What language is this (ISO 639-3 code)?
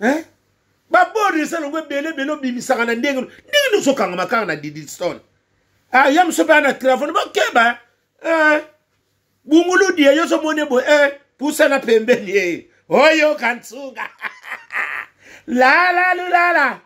lin